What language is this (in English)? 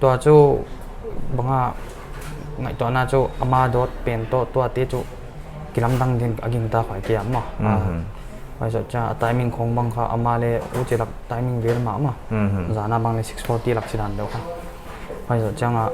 Paite Chin